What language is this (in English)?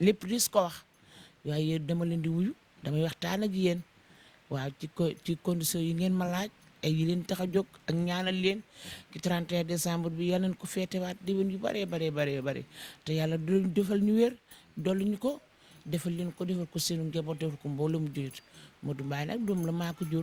Wolof